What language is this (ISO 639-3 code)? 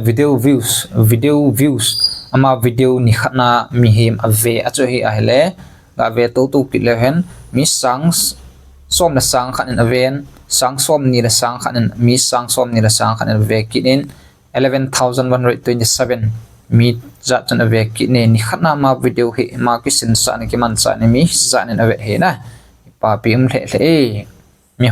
tcz